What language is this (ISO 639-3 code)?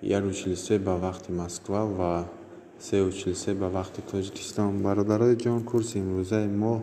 tgk